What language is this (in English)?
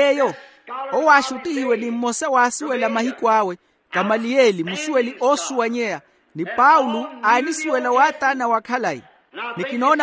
Makhuwa